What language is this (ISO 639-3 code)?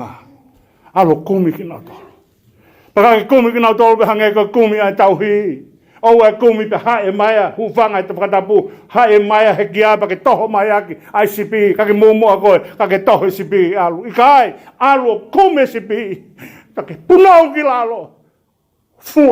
ton